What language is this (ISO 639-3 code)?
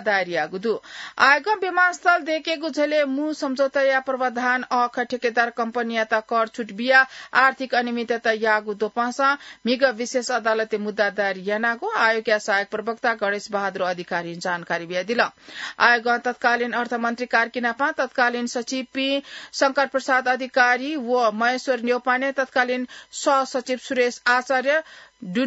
new